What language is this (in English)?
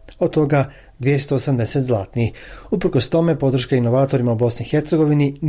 Bosnian